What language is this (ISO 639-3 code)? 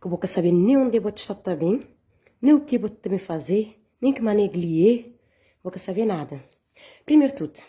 kea